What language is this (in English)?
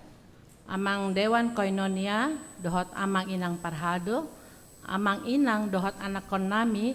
Batak Toba